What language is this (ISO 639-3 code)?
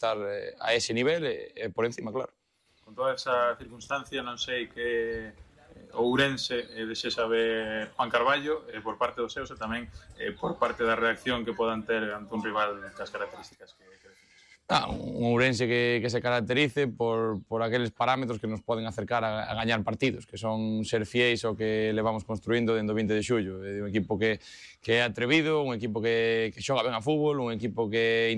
glg